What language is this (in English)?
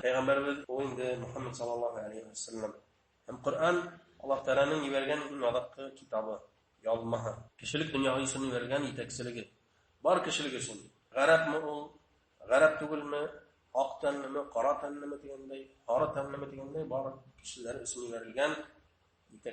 Bashkir